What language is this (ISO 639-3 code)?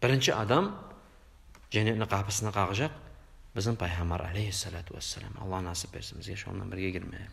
kum